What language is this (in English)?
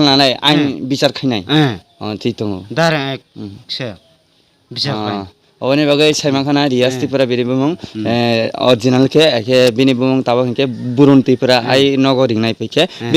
Kok Borok